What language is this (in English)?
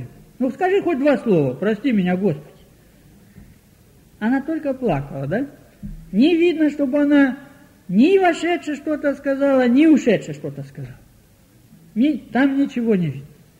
Russian